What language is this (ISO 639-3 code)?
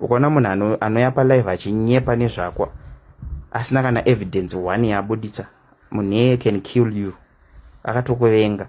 sna